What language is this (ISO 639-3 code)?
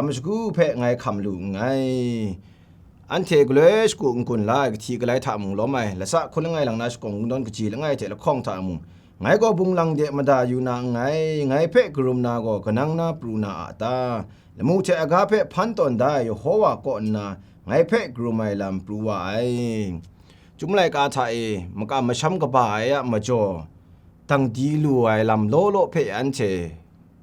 kac